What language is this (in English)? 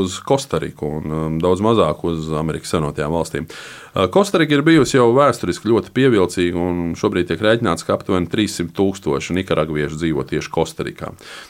Latvian